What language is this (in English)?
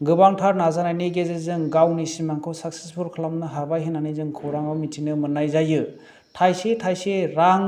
Bodo